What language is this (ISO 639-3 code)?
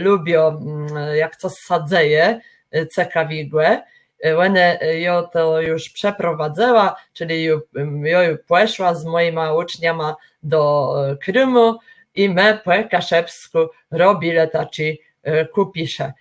csb